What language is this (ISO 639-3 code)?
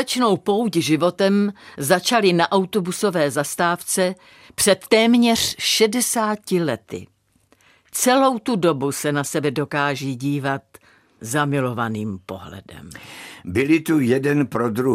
ces